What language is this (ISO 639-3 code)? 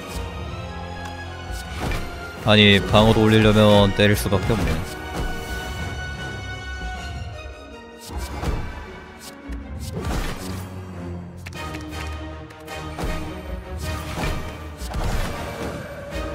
kor